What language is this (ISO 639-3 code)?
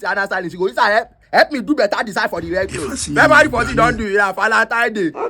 pcm